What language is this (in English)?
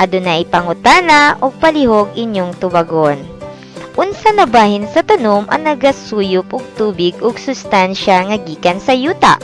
Cebuano